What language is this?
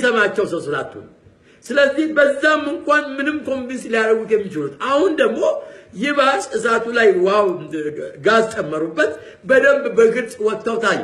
Amharic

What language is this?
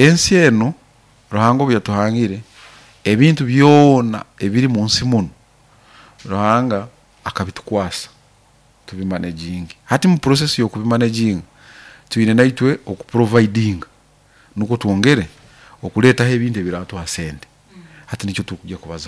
Nyoro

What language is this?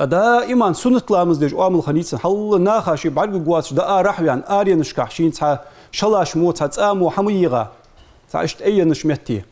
Ingush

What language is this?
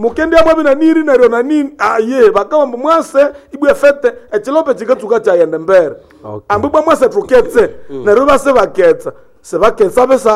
Nande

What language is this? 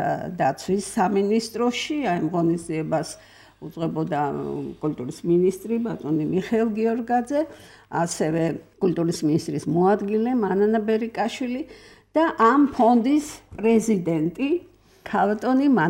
Georgian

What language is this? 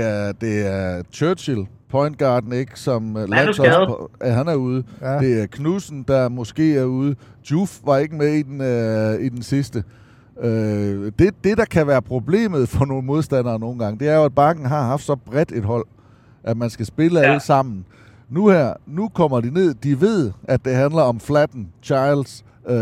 Danish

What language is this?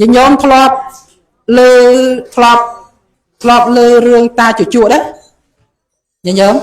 Khmer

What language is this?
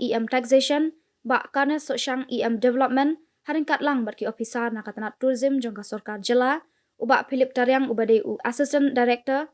Khasi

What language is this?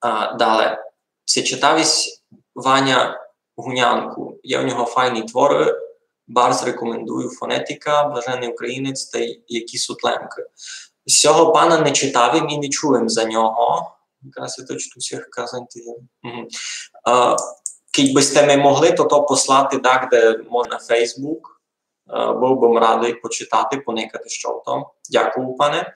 Rusyn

